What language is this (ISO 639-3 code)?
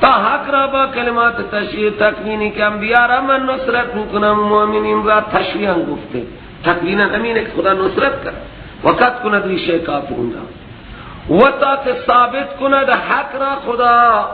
fas